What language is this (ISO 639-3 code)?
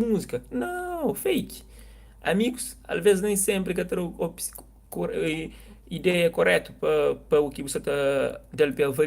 kea